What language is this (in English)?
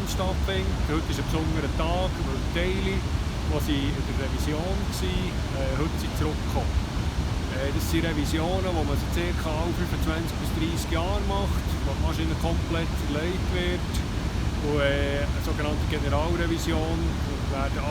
Swiss German